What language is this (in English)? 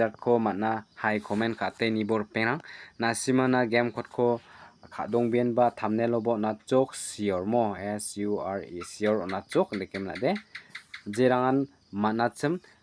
Garo